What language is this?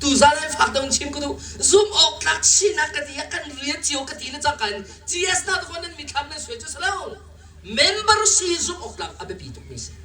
Hakha Chin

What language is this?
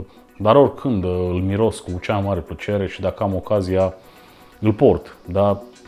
Romanian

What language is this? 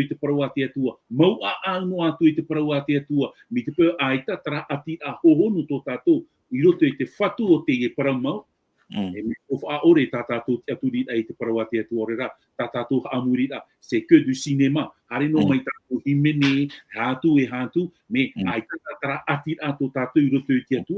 Tahitian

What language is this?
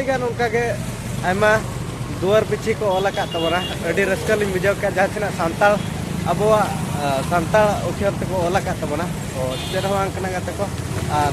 Santali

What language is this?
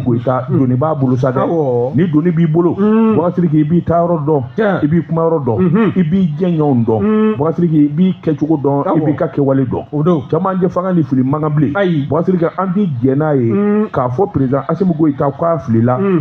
Bambara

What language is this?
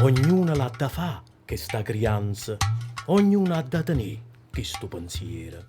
Neapolitan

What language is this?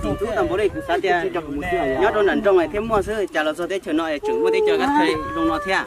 Hmong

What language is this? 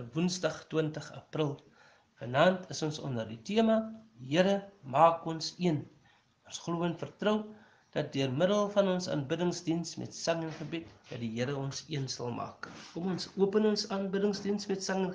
Afrikaans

